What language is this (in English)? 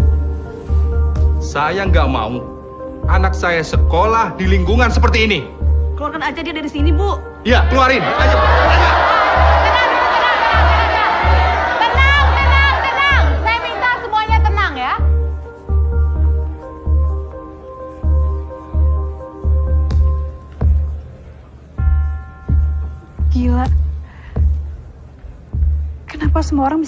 Indonesian